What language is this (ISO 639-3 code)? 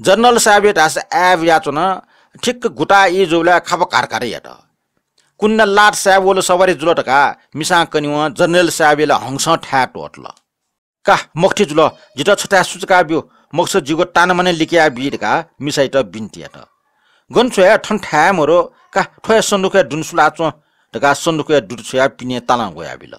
new